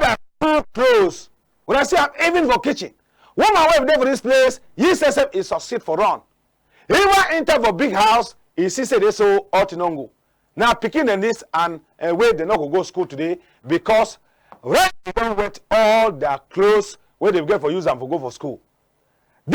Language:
Cameroon Pidgin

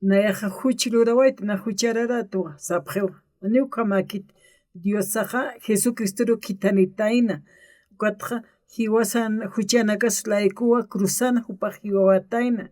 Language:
Aymara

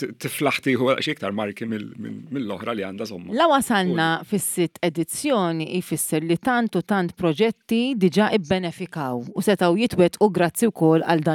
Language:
Maltese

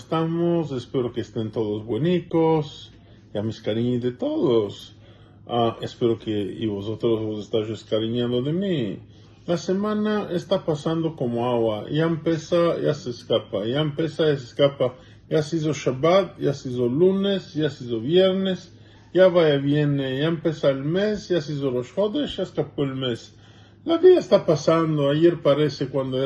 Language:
Ladino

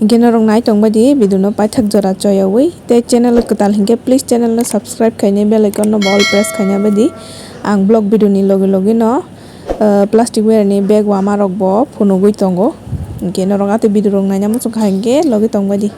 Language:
Kok Borok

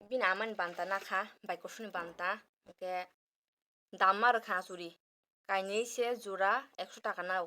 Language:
Kok Borok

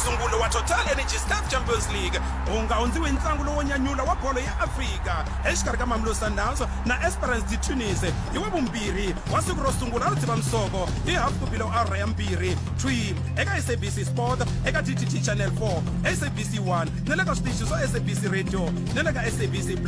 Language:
Tsonga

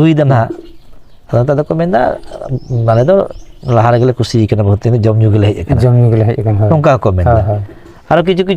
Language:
Santali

